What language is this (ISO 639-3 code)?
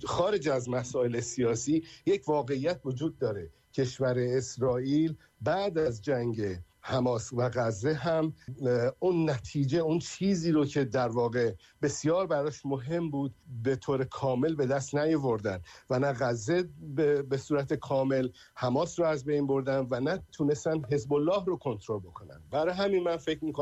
fas